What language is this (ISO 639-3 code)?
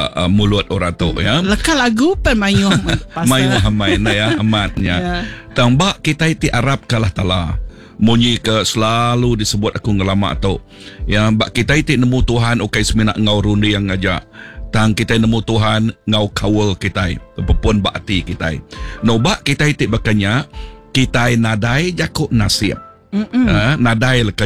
iba